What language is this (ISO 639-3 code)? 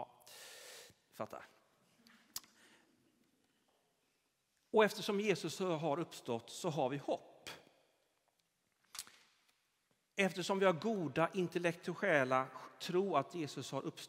swe